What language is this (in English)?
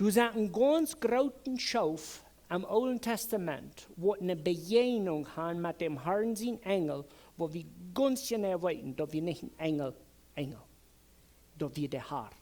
Plautdietsch